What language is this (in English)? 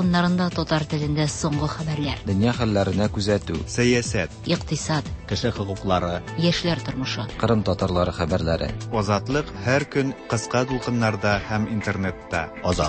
Tatar